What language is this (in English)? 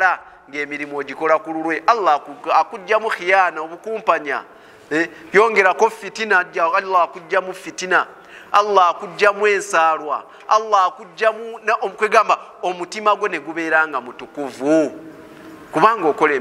Ganda